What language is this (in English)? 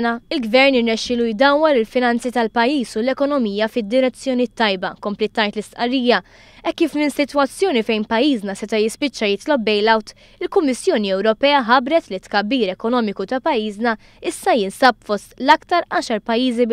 Maltese